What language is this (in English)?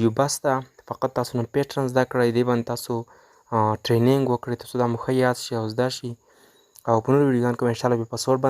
Pashto